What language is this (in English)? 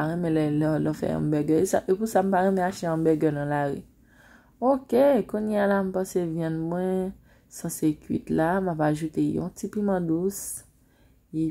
Haitian Creole